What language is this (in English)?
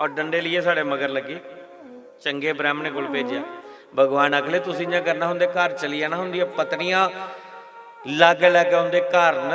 Dogri